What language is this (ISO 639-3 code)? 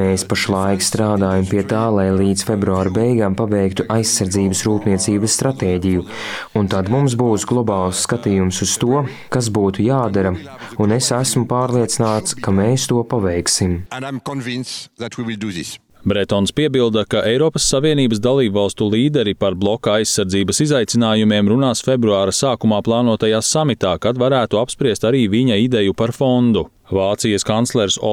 lav